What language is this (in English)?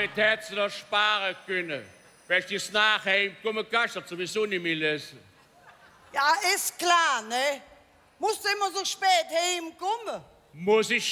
Colognian